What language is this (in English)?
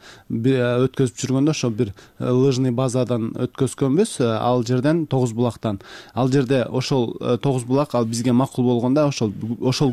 Kyrgyz